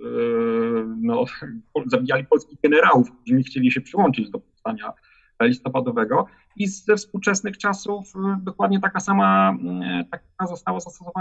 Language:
Polish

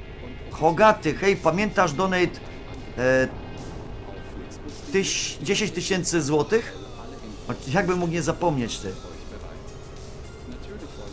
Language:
Polish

